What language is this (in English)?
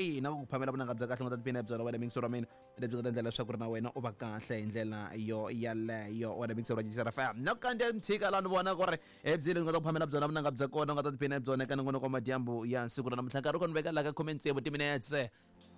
Tsonga